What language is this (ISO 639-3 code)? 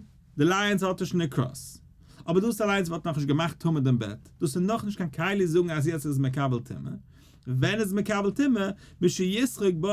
yid